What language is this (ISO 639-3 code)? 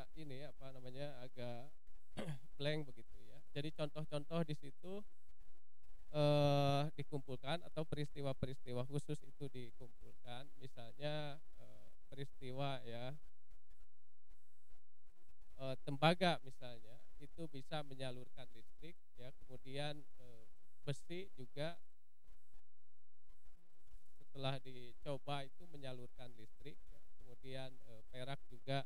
ind